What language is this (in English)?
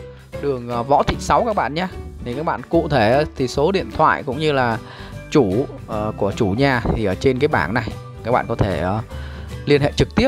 Vietnamese